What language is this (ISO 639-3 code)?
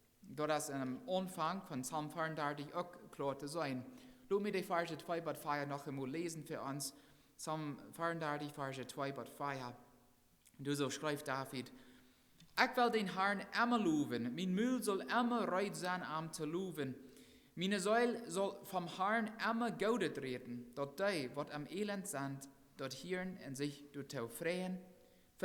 pdt